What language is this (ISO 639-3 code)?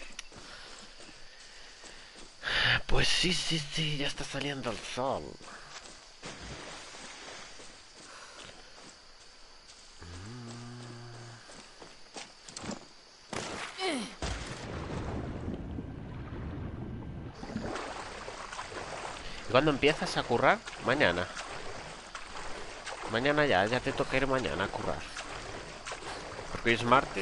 spa